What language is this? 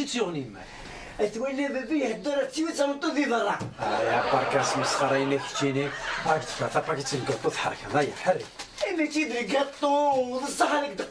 Kabyle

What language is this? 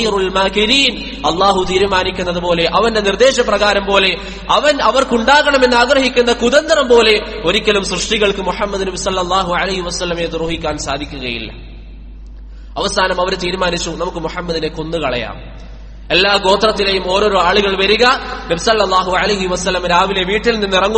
Malayalam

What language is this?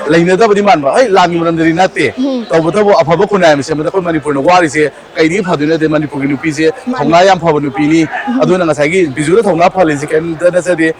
Manipuri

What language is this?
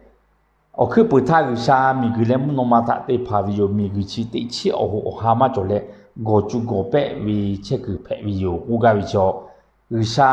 Lahu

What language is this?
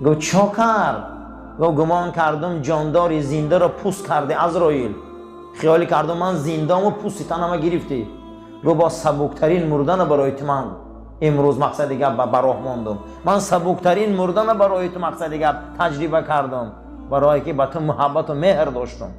Tajik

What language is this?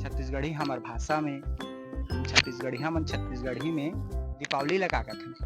Chhattisgarhi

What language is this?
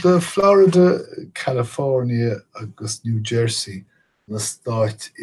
Irish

